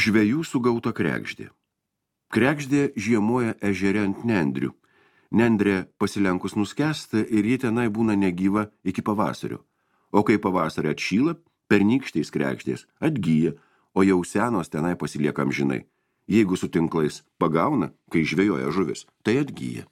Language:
Lithuanian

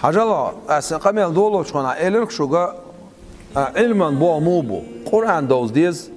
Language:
Chechen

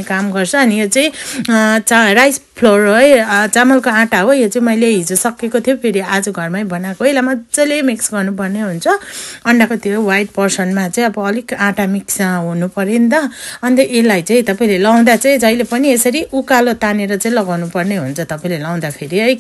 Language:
Nepali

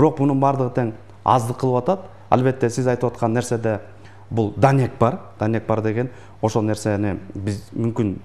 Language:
Kyrgyz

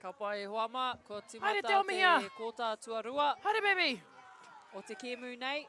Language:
Māori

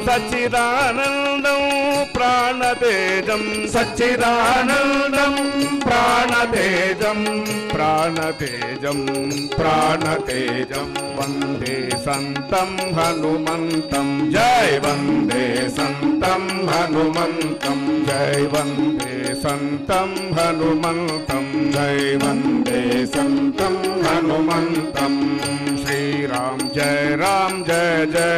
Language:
Telugu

